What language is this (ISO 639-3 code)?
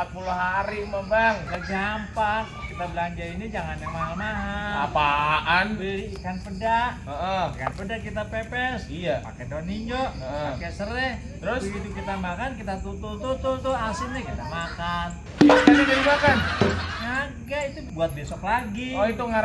bew